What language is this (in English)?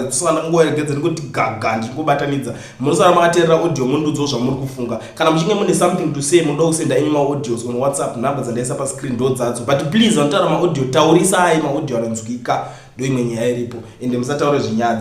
Shona